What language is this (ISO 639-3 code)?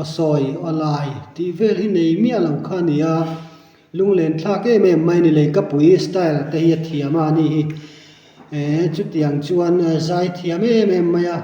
lus